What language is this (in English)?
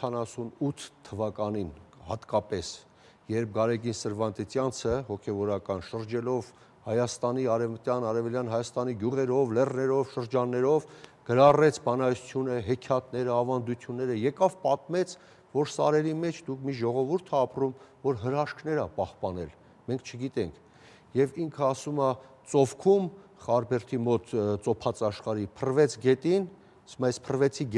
Armenian